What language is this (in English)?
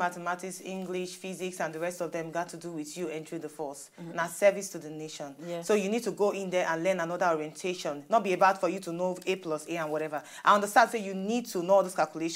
Nigerian Pidgin